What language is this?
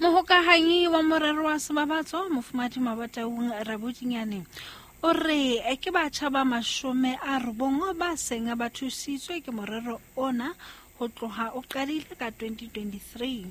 Southern Sotho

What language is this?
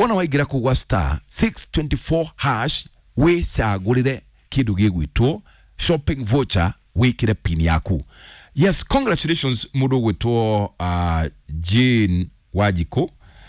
Kikuyu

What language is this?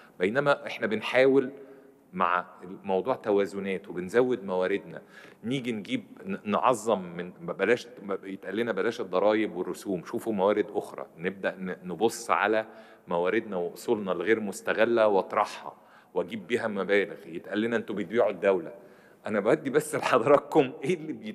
Egyptian Arabic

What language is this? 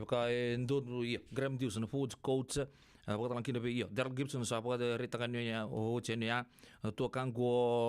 Fijian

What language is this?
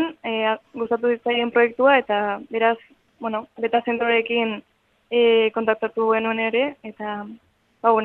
Basque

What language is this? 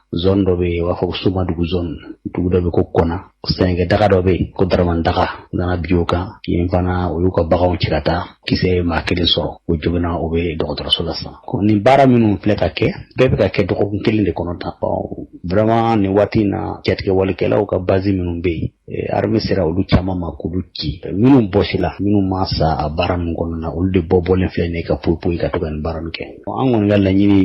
Bambara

